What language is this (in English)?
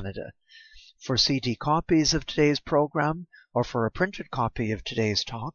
Polish